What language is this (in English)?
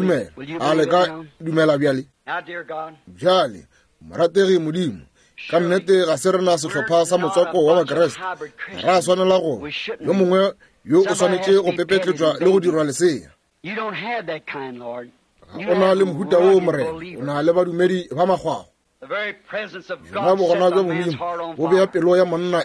Northern Sotho